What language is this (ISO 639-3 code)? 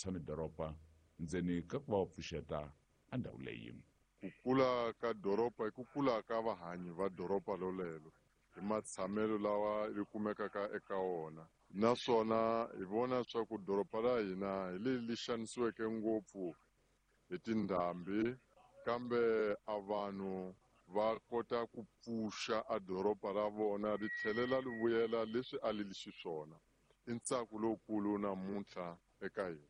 tso